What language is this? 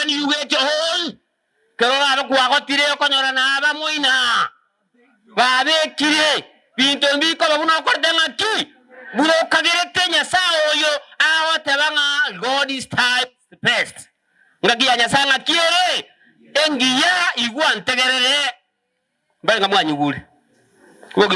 Gusii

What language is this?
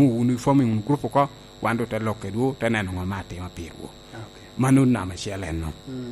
Lango (Uganda)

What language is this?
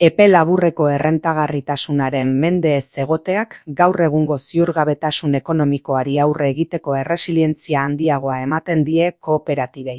Basque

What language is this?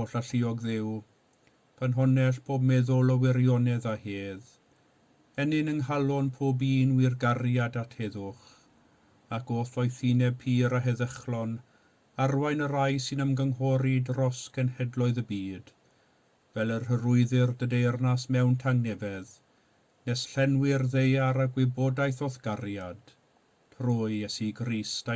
Welsh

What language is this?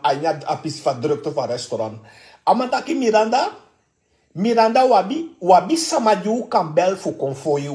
Sranan Tongo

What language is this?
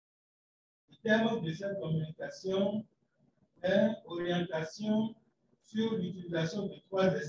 French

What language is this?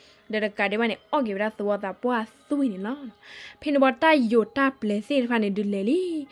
S'gaw Karen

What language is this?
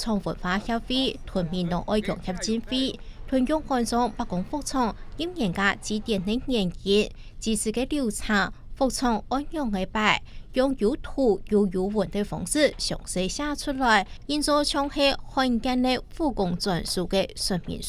Hakka Chinese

